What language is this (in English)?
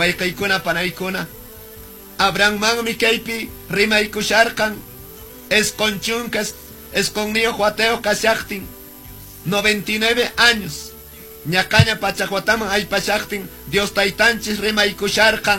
Quechua